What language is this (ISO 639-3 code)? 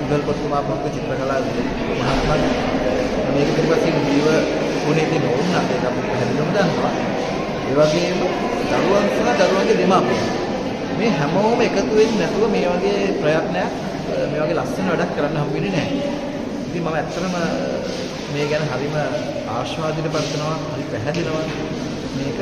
sin